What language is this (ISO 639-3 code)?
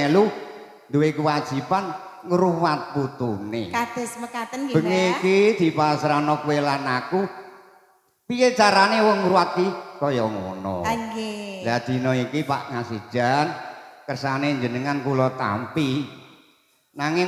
jav